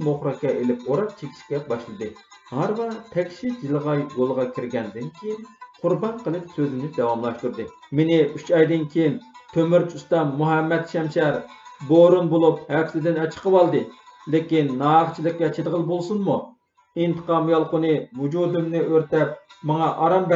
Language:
Uyghur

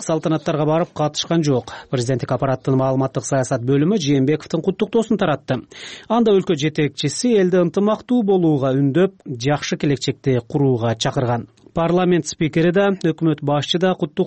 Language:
Kyrgyz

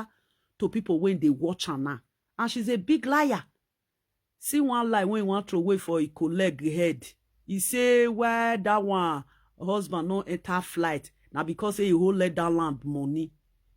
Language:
Nigerian Pidgin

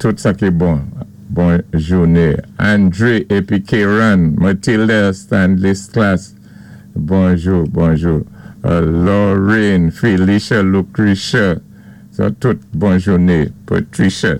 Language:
Saint Lucian Creole French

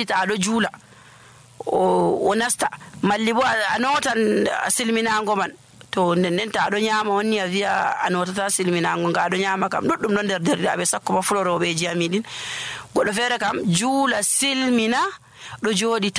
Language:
Nigerian Fulfulde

